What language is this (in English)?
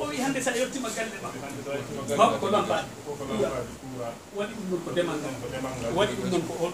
Fula